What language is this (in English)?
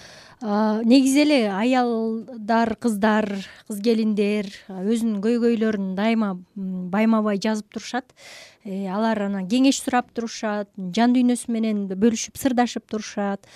Kyrgyz